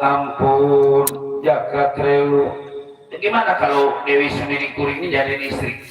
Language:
Betawi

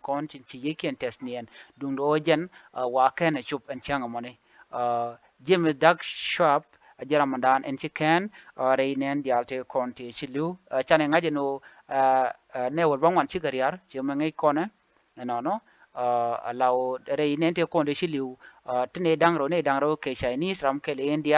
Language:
Nuer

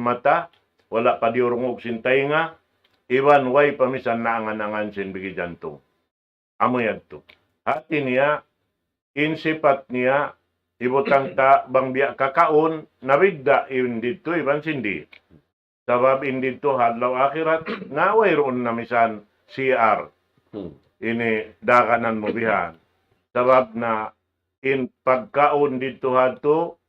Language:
Tausug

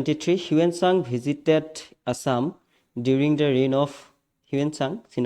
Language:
Assamese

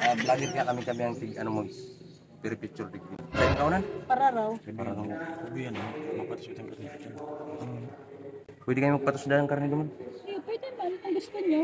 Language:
Bikol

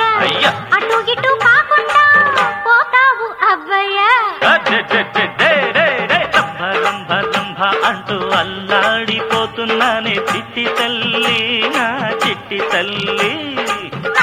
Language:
Telugu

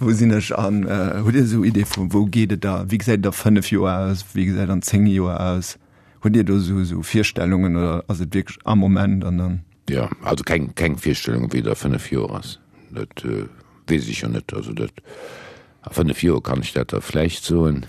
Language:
Luxembourgish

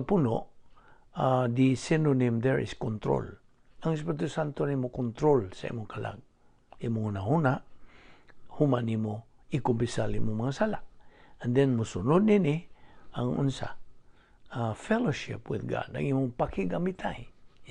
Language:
Cebuano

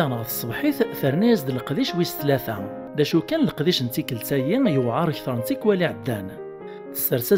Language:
Kabyle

